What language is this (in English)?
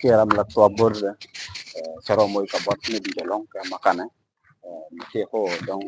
Nuer